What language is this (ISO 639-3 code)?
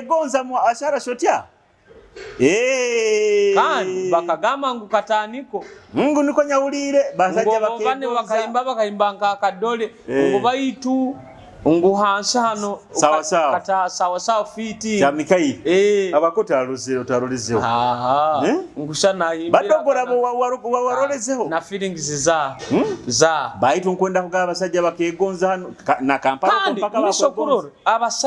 nyo